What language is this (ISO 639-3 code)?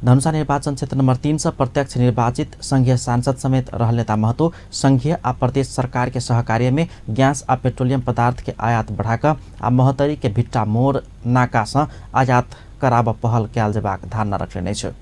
mai